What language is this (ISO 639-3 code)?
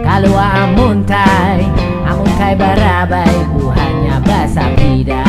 bjn